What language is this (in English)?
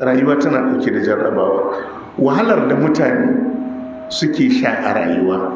Hausa